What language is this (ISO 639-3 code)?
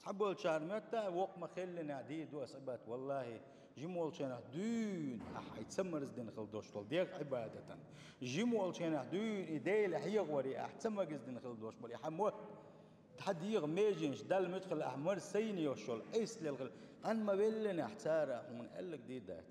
che